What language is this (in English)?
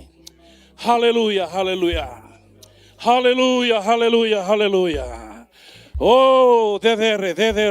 Fijian